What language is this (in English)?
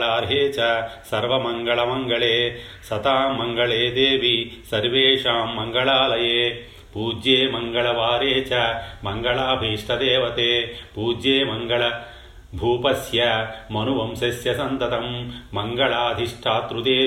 Telugu